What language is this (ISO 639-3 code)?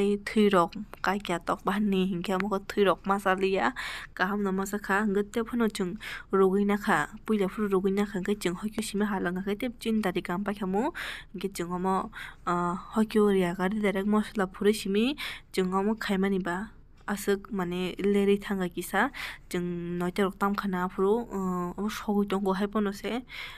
trp